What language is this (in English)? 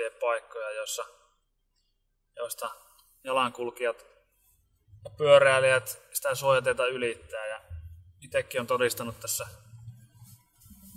Finnish